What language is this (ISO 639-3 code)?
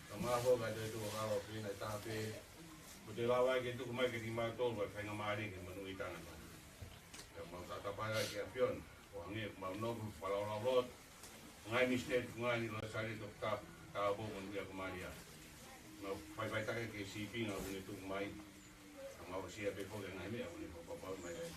ton